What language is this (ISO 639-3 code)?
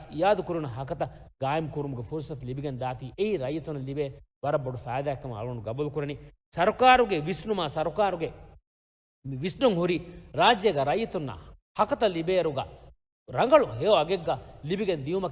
div